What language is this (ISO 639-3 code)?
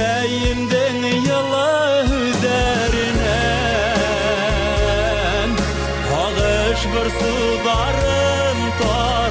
bak